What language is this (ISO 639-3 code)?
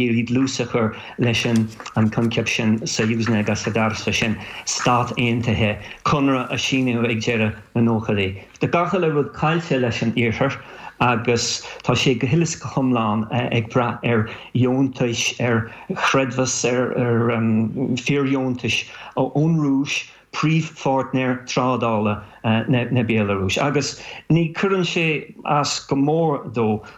gle